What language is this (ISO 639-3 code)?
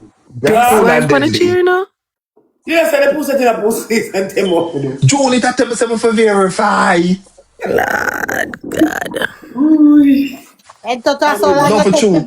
jam